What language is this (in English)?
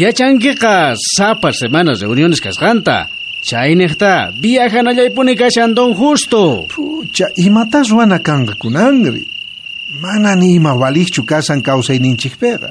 South Bolivian Quechua